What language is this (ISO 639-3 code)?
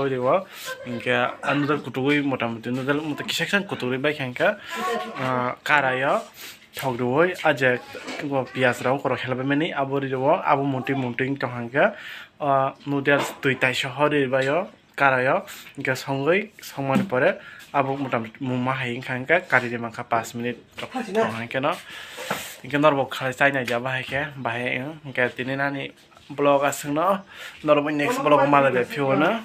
trp